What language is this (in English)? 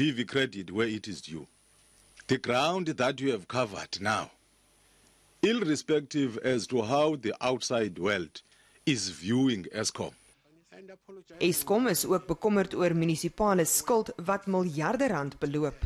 Afrikaans